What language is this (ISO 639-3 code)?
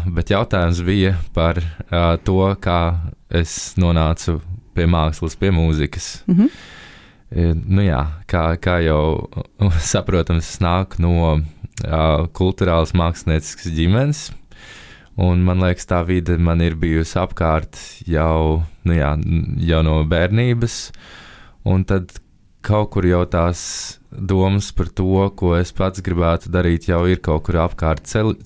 lav